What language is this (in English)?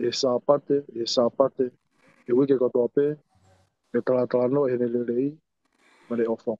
Tongan